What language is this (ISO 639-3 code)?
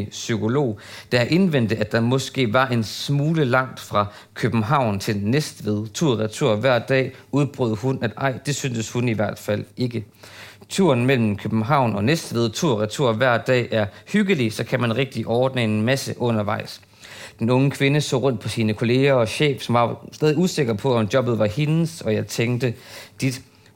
dan